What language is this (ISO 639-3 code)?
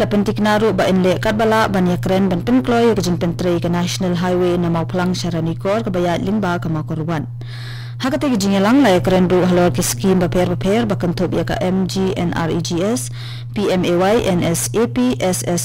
kha